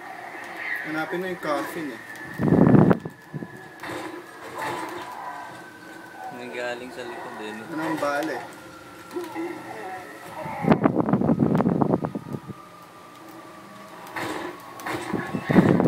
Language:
Filipino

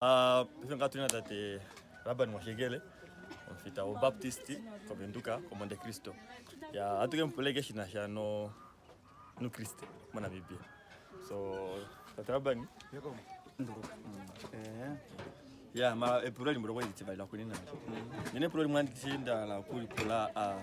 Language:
Kuanyama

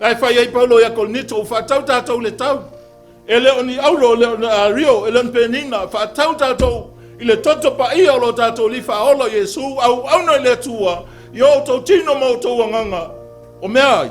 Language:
Samoan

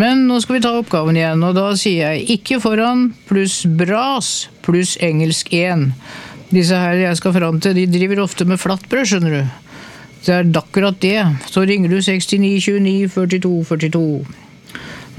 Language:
Norwegian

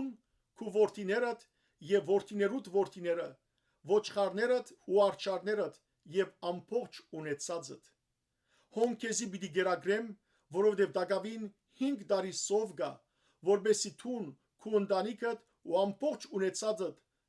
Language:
Western Armenian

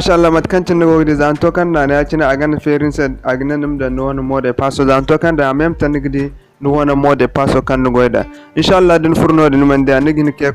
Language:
Zarma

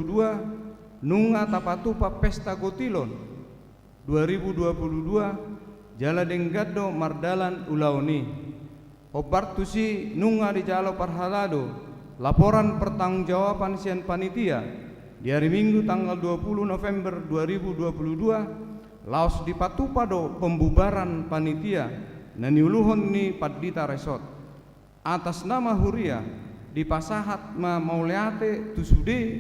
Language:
Batak Toba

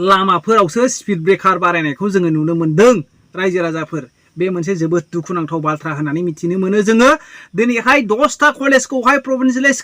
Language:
Bodo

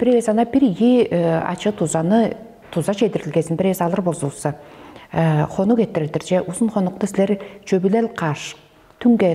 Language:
Tuvinian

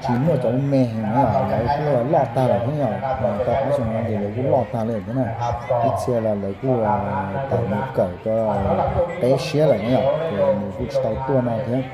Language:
Hmong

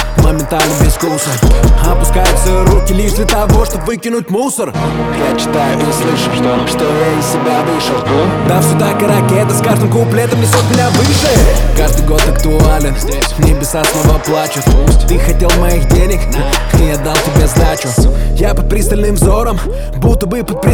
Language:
Russian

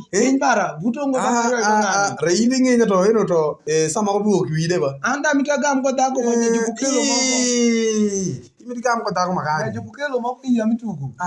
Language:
Alur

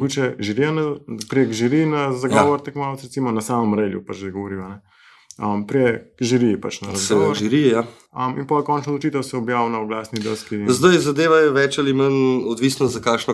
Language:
Slovenian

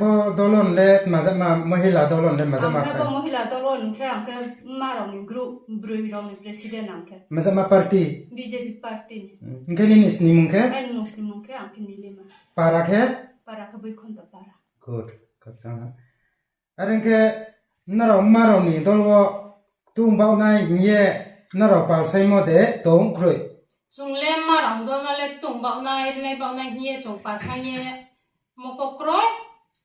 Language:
Riang (India)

